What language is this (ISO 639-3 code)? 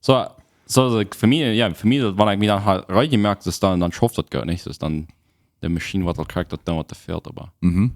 pdt